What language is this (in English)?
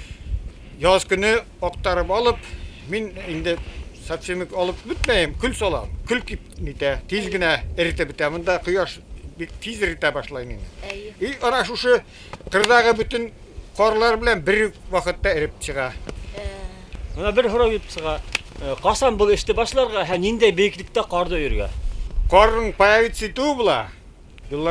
Bashkir